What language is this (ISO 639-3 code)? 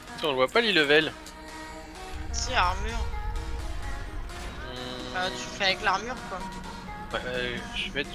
fra